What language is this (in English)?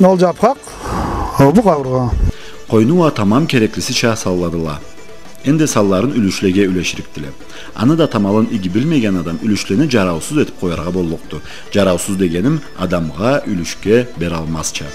Karachay-Balkar